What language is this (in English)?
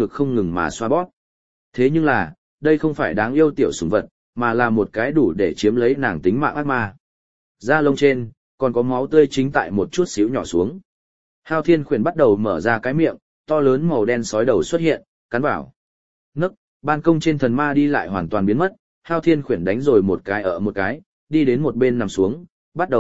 Vietnamese